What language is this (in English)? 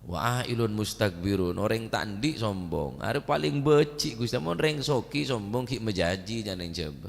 Madurese